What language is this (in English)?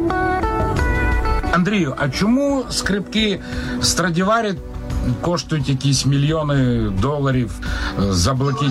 Ukrainian